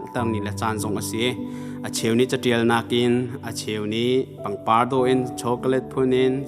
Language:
Hakha Chin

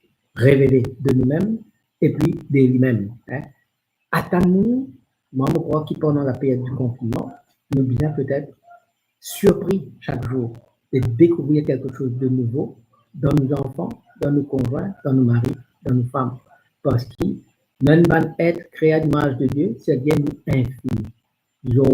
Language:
Morisyen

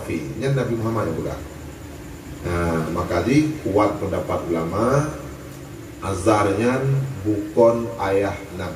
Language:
Achinese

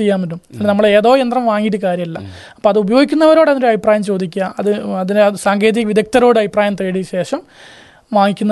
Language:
Malayalam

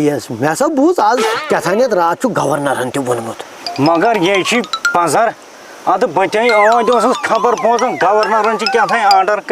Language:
Kashmiri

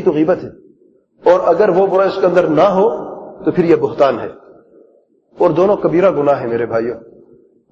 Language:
Urdu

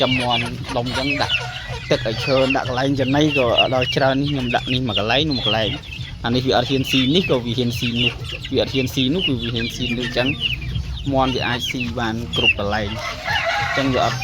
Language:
Khmer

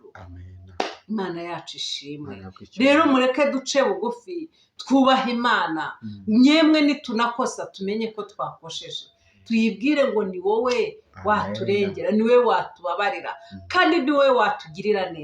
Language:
Kinyarwanda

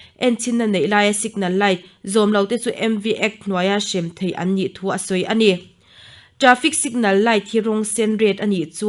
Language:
Mizo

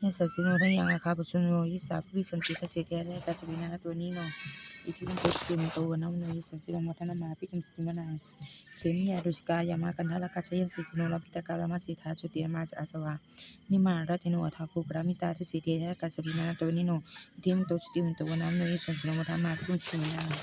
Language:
Pali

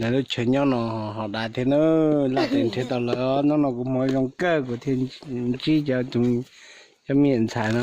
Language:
Hmong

